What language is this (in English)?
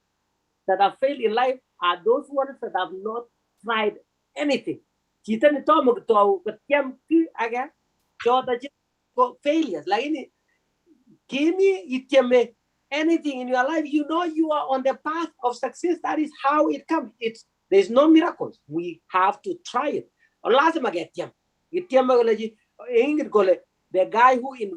Kalenjin